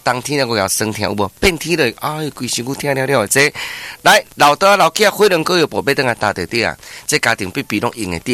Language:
Min Nan Chinese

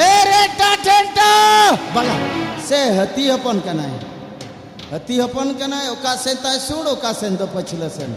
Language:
Santali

